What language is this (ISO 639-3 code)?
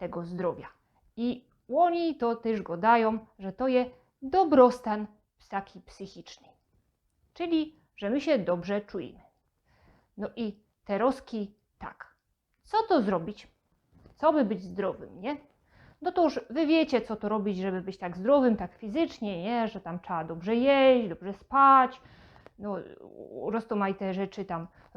szl